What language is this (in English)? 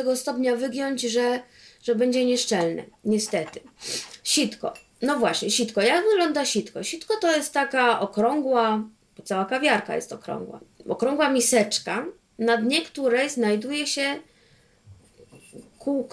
Polish